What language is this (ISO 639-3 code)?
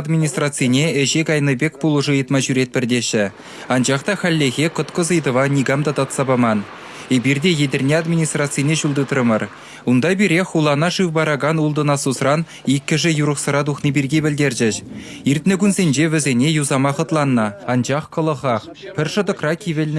chv